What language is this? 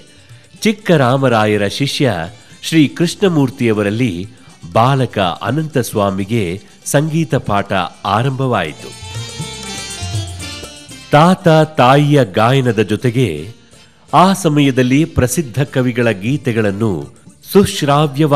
Kannada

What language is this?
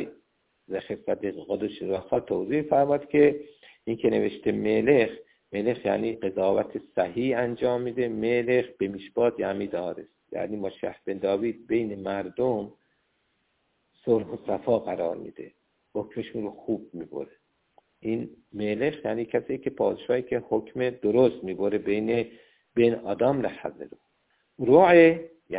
Persian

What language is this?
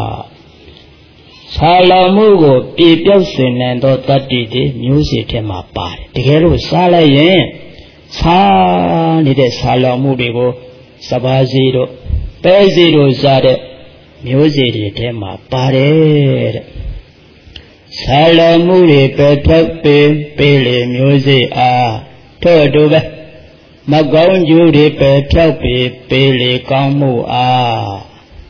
Burmese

